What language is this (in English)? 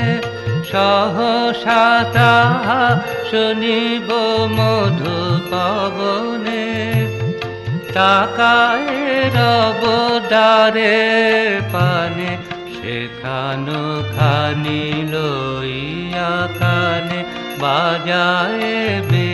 Bangla